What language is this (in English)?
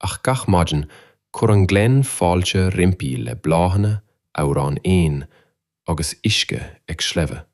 Irish